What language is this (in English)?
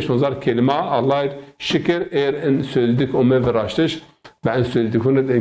Zaza